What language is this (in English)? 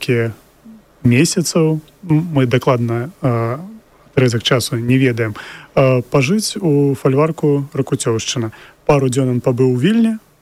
Belarusian